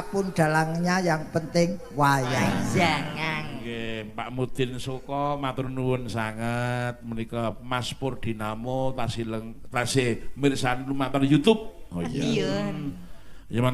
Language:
Javanese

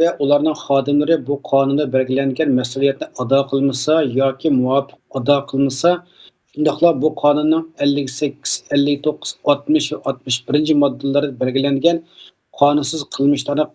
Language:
Uyghur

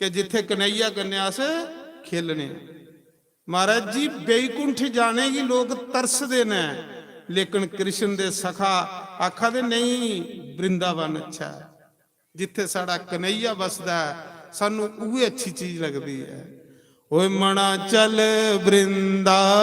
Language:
Dogri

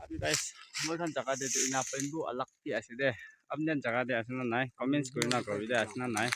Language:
Naga Pidgin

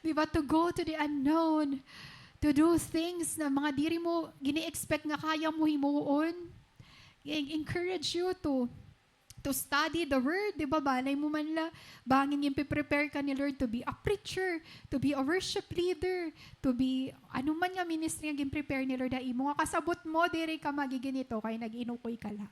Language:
Waray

